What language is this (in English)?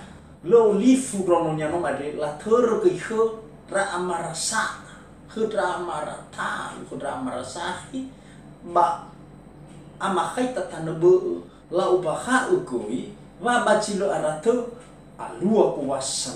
Nias